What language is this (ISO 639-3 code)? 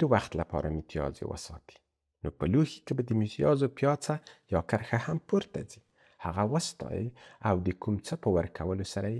pus